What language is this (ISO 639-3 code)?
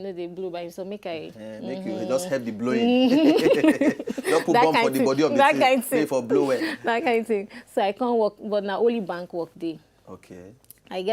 pcm